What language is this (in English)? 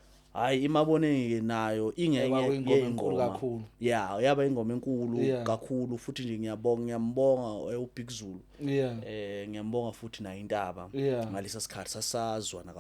Zulu